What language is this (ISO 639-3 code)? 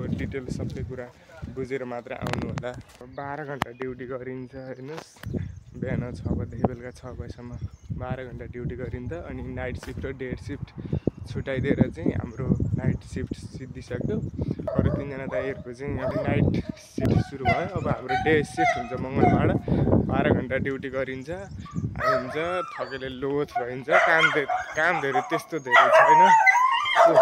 nep